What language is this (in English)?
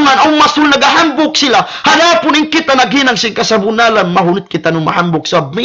Tausug